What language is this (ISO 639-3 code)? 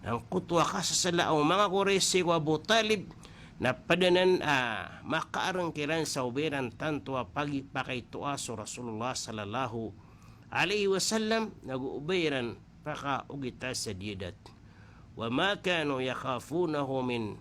mrw